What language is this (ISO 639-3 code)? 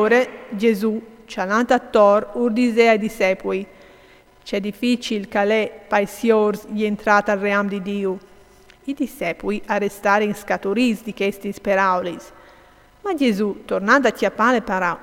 fur